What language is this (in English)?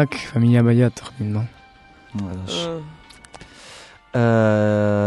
Basque